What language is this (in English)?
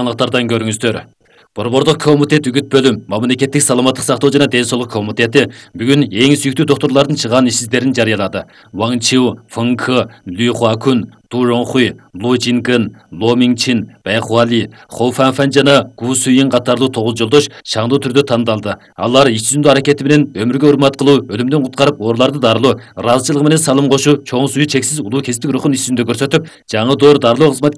Kyrgyz